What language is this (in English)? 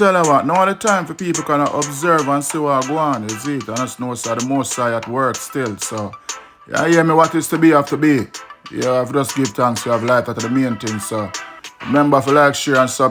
Jamaican Creole English